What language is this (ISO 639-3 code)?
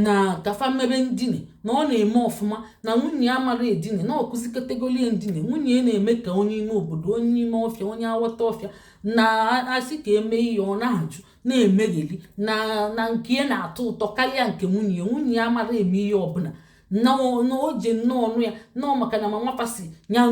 ibo